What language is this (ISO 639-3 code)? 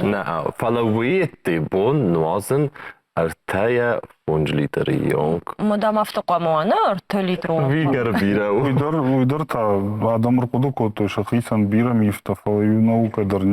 oss